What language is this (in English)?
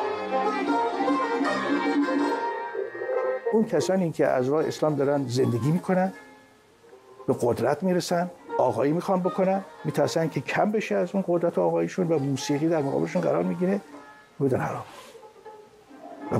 Persian